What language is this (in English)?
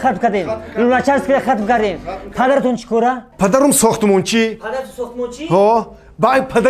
Tajik